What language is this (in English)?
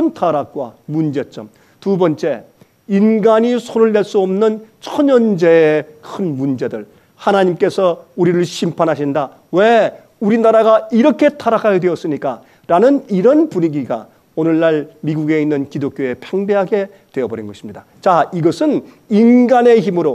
Korean